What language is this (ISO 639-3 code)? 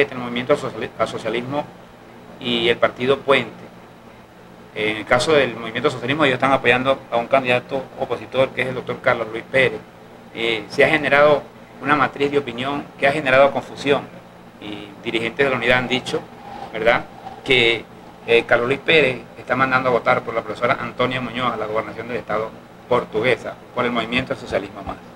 spa